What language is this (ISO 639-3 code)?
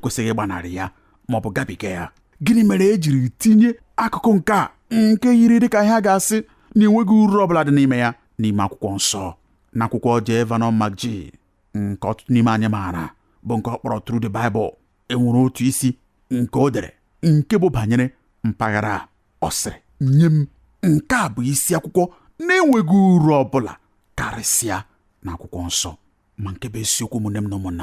ibo